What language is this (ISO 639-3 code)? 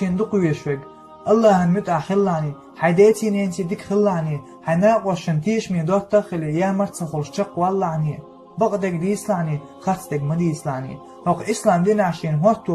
che